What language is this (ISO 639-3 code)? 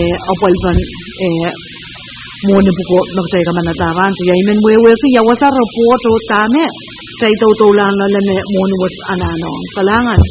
pon